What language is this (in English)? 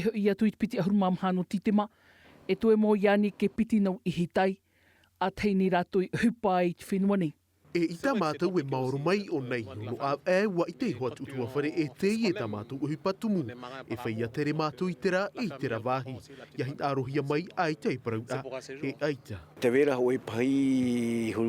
Tahitian